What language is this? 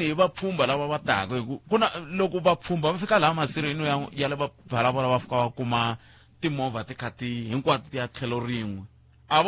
Tsonga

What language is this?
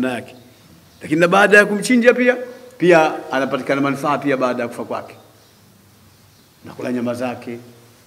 Swahili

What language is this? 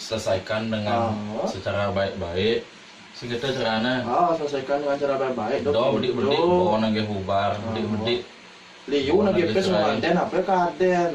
Balinese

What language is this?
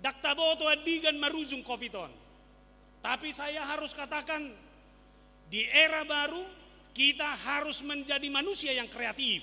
Batak Toba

